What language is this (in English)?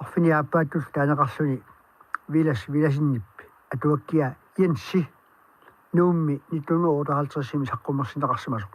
Kalaallisut